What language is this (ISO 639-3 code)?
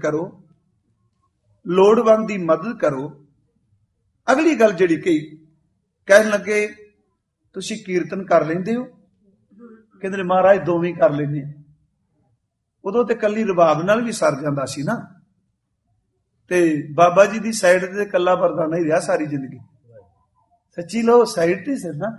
pan